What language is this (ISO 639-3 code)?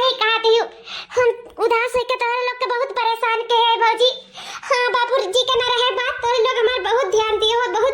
awa